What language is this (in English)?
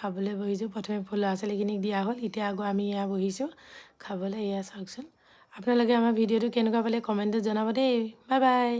Assamese